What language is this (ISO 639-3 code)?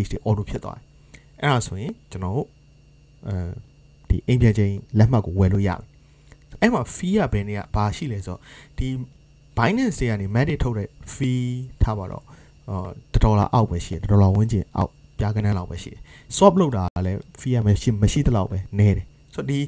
mya